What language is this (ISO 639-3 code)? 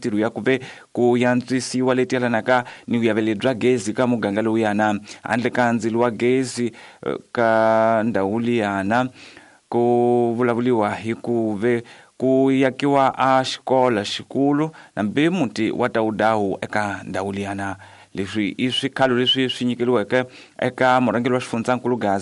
tso